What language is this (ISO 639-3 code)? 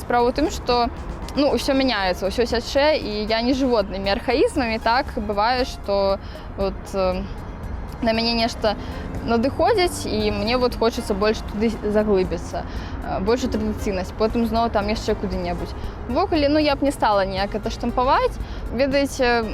bel